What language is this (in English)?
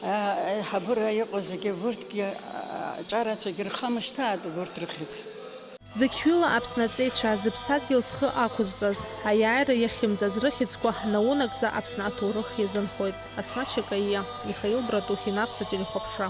Abkhazian